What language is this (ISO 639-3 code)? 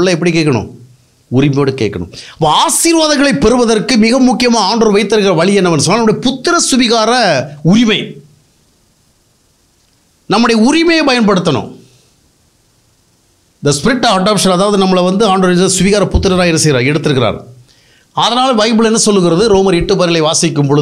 tam